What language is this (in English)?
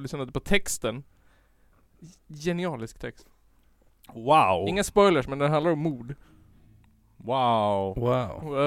Swedish